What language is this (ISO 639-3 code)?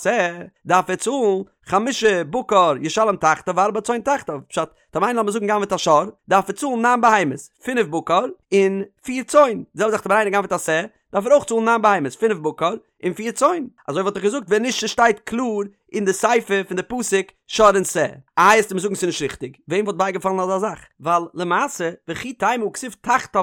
yid